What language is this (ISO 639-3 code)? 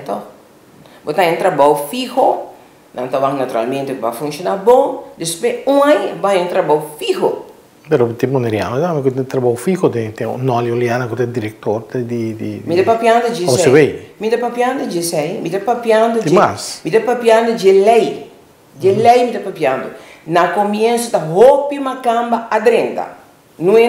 pap